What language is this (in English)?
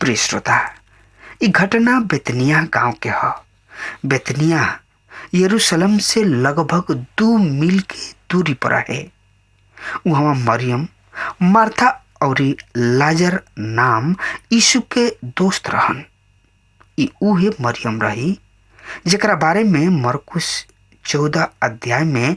Bhojpuri